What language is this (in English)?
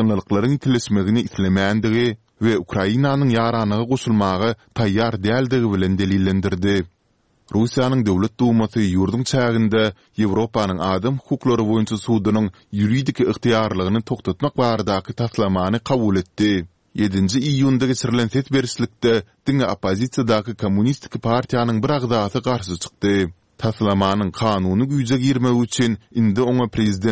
Turkmen